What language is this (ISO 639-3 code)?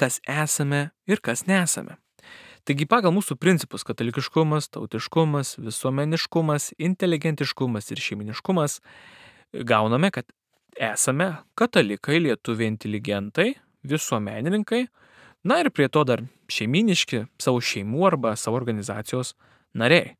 lit